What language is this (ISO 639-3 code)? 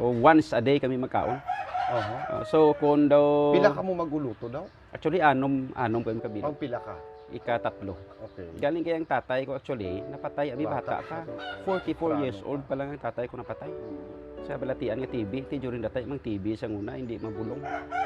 hil